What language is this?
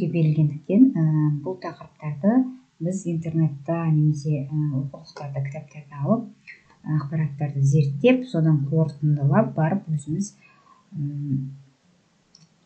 Kazakh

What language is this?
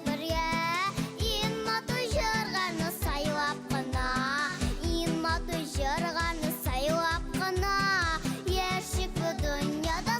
Bashkir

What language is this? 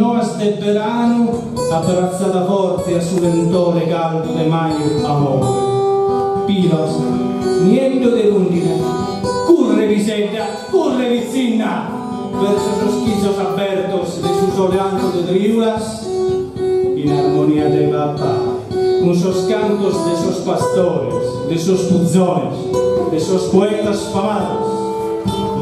Sardinian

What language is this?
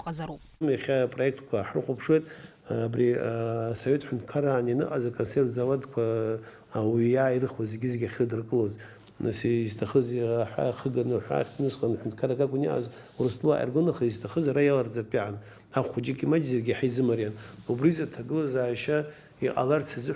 Abkhazian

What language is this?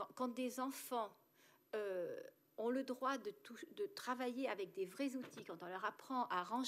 French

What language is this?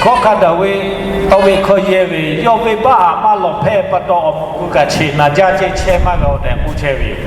Lahu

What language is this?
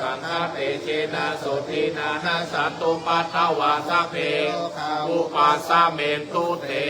Pali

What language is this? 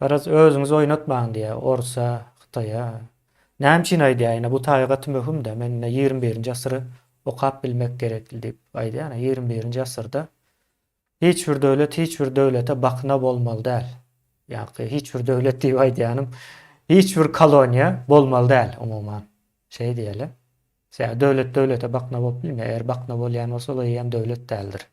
Turkmen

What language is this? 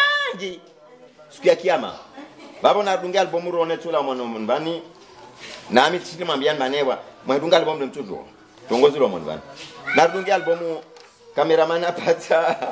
Swahili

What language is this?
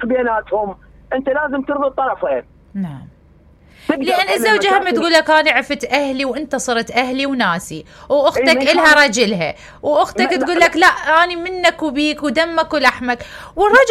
Mesopotamian Arabic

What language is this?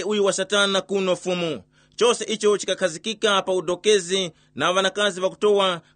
Tumbuka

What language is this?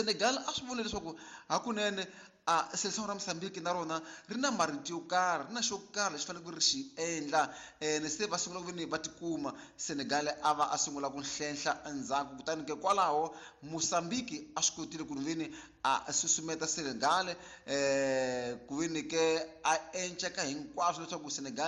Tsonga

